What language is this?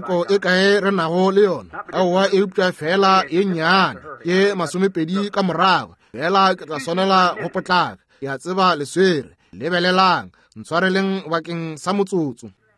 Northern Sotho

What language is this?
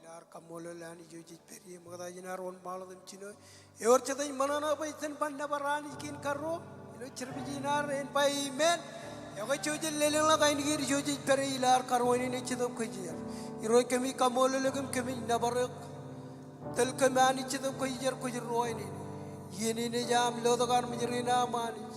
Marshallese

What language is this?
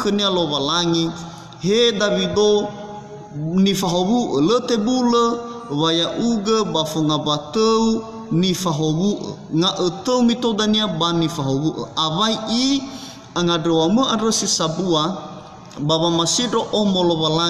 Nias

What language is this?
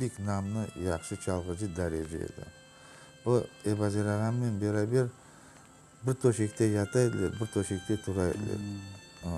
Crimean Tatar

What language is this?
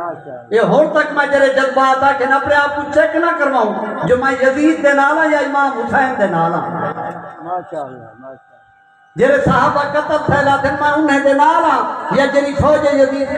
Saraiki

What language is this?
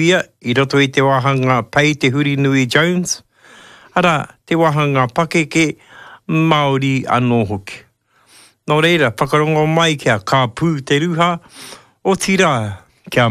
Māori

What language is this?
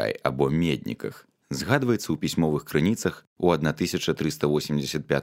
Belarusian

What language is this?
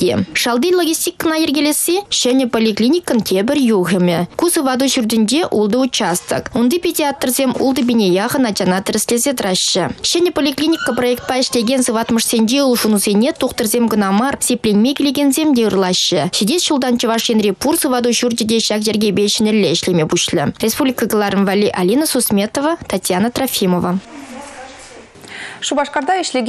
Chuvash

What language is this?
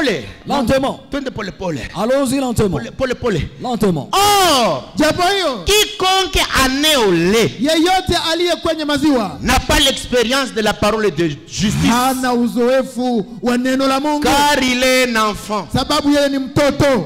Swahili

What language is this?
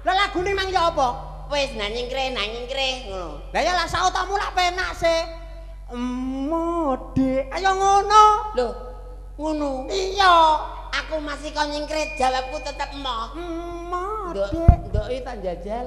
Javanese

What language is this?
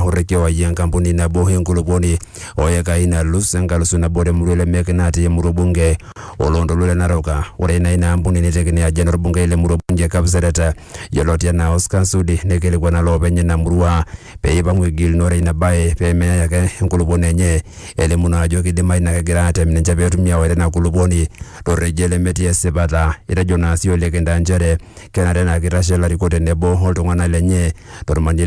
Masai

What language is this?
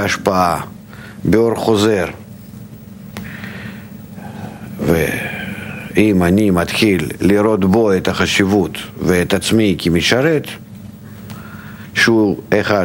Hebrew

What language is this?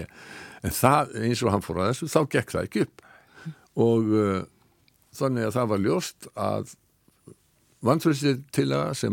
Icelandic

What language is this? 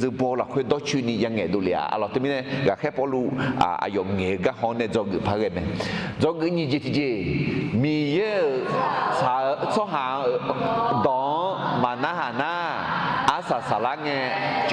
Akha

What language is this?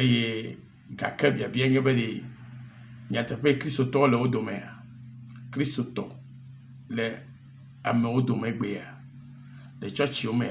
Ewe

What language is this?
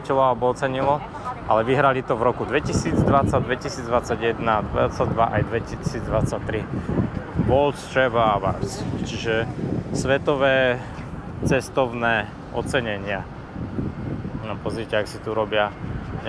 Slovak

